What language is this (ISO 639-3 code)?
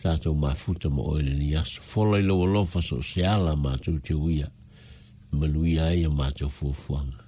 smo